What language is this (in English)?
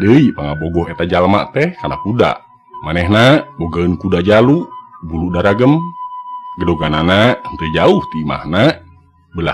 Sundanese